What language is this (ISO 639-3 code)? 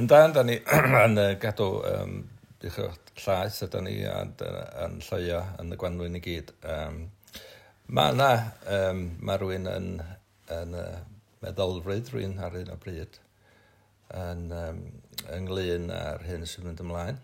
cym